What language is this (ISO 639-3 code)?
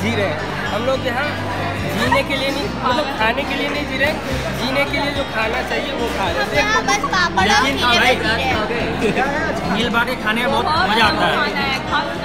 hin